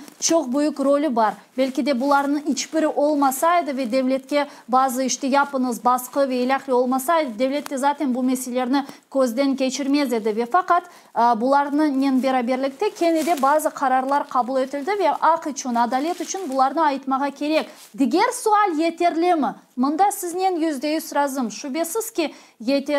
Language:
Crimean Tatar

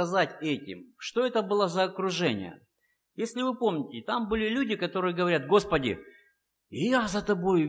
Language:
Russian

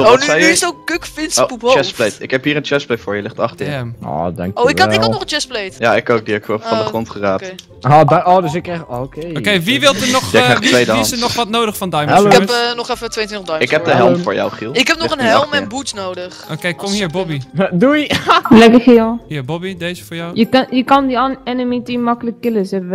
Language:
Dutch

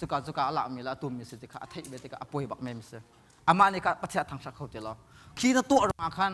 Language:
Hakha Chin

